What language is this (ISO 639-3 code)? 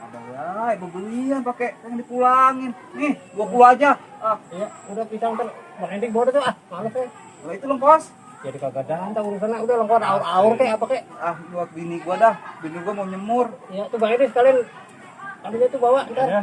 bew